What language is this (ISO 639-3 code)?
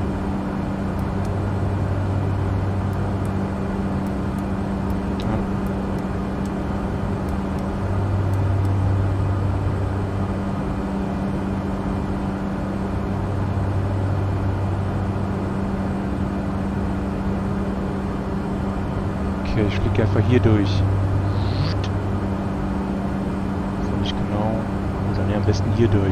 deu